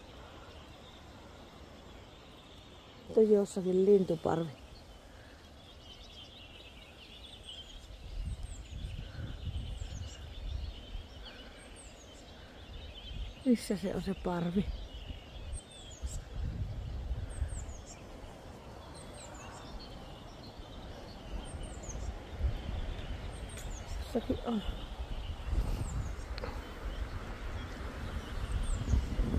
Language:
Finnish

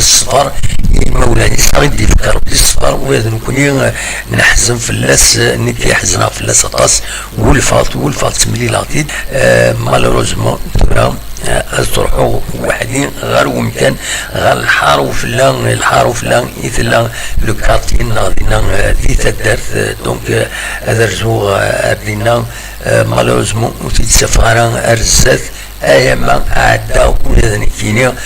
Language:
Kabyle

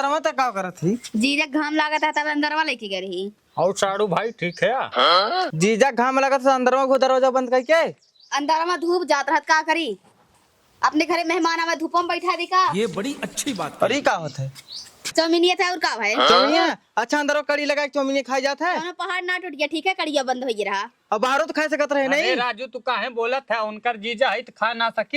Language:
Awadhi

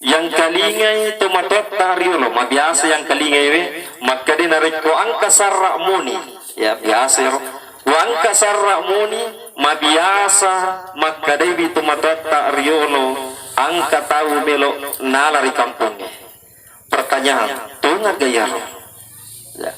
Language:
Buginese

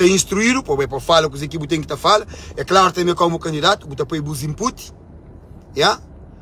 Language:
Kabuverdianu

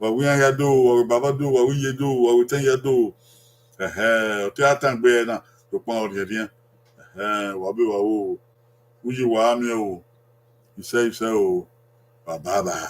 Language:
Bini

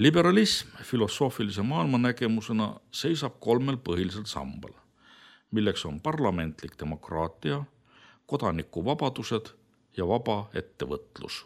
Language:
Estonian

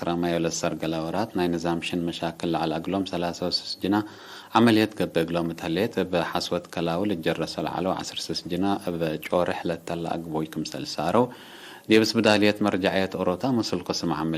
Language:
Tigre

